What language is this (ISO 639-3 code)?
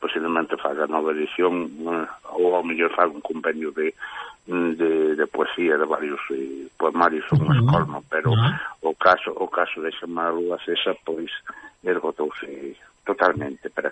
glg